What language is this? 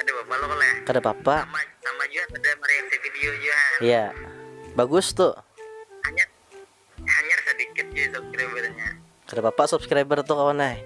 Banjar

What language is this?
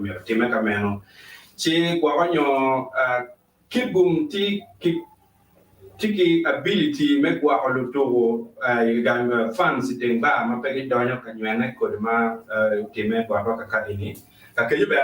Acoli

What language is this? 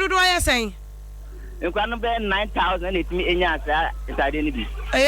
Akan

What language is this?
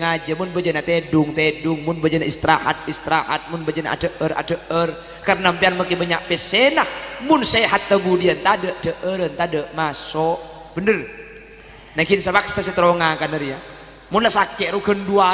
Madurese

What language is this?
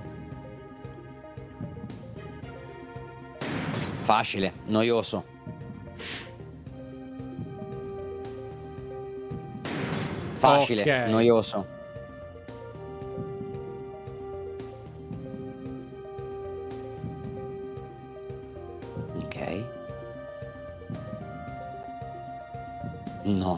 Italian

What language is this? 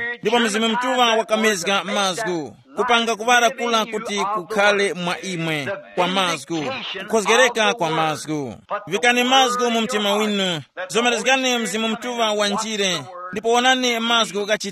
Tumbuka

